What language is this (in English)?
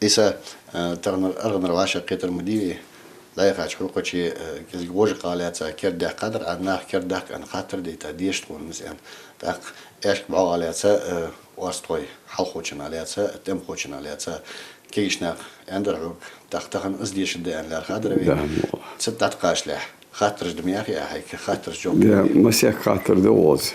Ingush